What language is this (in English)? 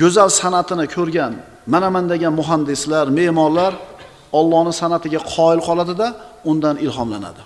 Uzbek